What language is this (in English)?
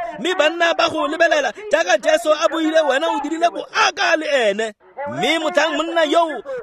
Tswana